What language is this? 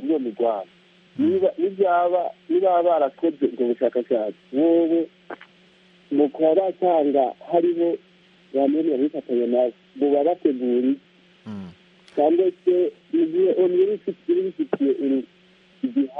Kinyarwanda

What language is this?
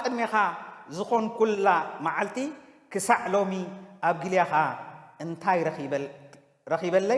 Tigrinya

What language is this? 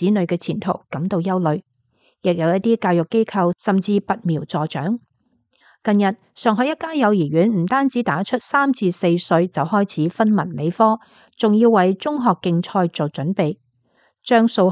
Cantonese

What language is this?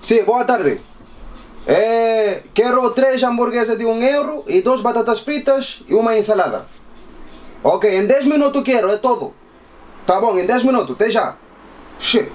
Kabuverdianu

